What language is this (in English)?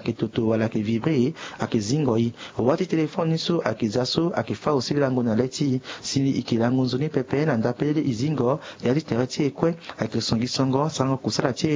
Sango